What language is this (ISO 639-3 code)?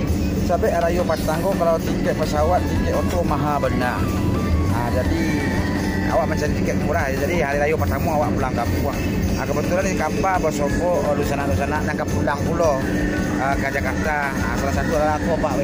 min